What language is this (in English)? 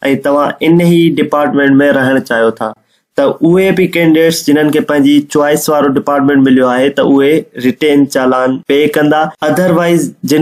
Sindhi